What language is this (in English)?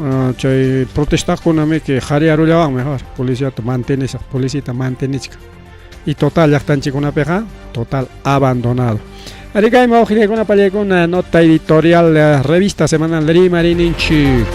Ayacucho Quechua